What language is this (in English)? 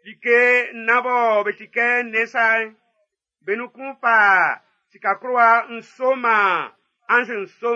Baoulé